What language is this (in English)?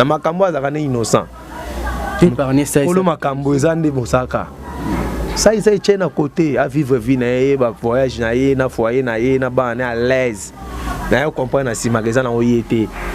Lingala